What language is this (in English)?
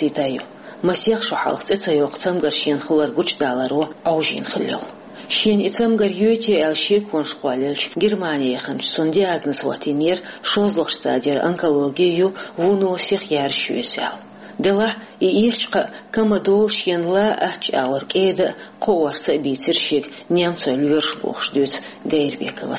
Chechen